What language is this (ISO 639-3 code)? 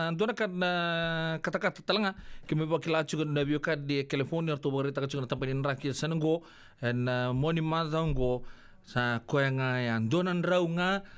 fij